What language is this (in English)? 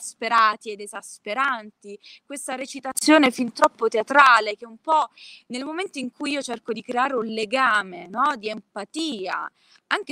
Italian